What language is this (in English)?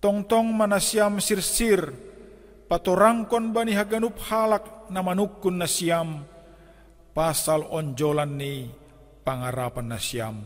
Batak Simalungun